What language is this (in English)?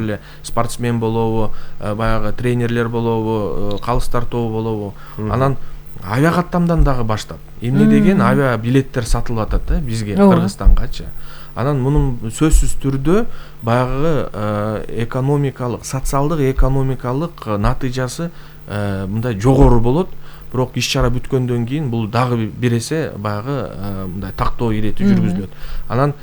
Kyrgyz